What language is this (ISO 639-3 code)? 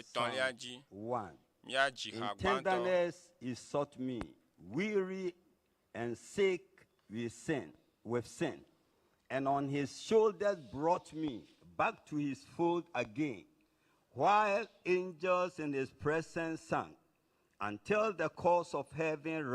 ewe